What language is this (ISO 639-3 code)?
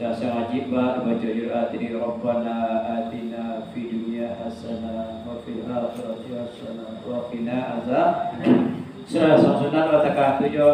min